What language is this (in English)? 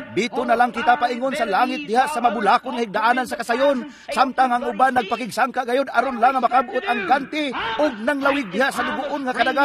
Cebuano